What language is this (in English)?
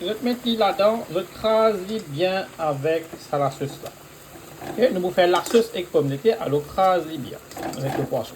Morisyen